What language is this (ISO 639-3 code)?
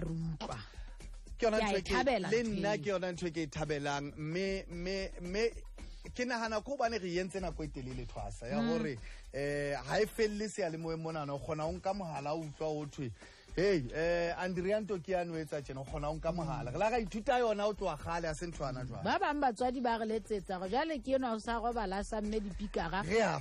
sot